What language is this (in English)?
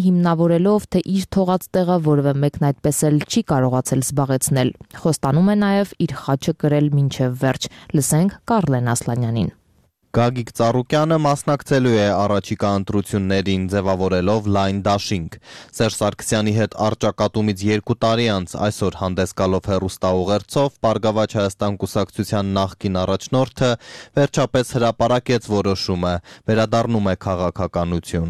Armenian